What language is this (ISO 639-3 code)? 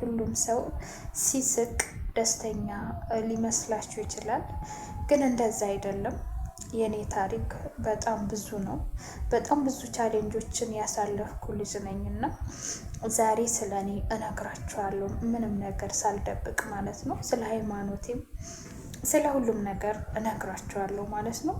amh